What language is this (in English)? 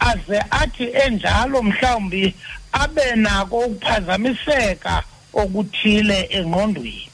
Xhosa